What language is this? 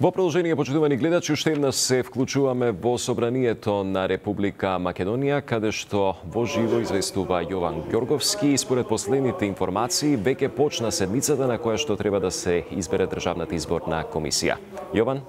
Macedonian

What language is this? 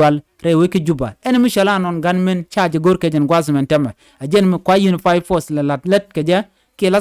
Nuer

